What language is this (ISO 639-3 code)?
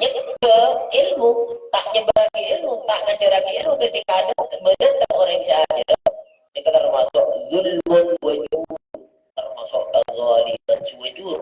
mad